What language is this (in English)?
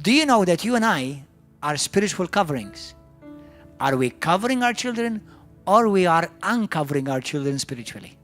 English